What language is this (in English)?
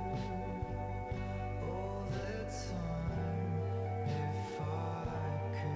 English